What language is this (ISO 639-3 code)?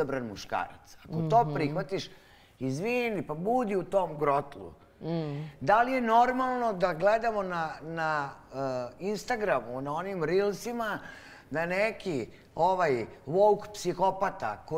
srp